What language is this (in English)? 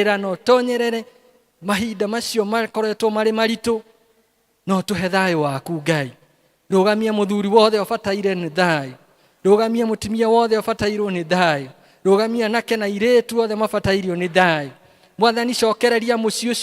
Kikuyu